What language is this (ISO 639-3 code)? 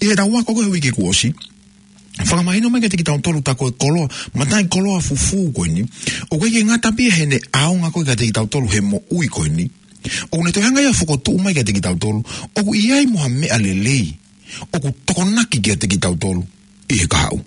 ton